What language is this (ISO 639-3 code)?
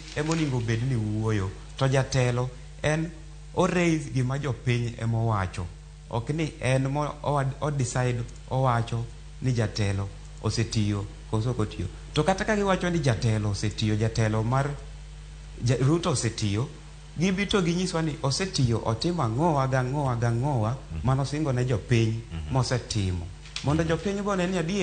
luo